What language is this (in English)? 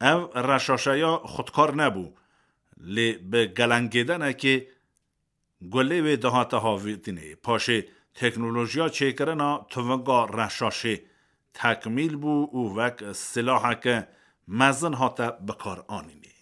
Kurdish